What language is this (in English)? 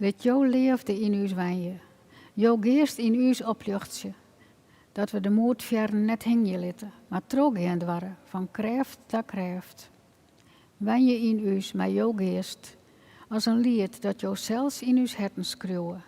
Western Frisian